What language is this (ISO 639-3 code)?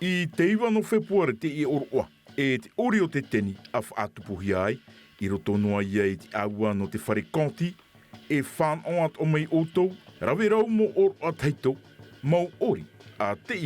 tah